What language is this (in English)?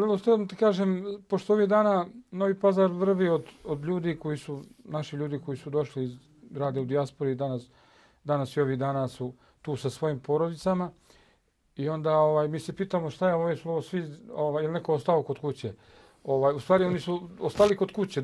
Bosnian